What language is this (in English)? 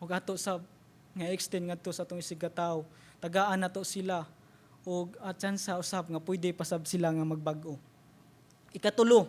Cebuano